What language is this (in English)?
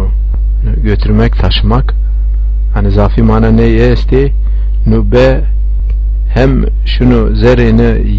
Zaza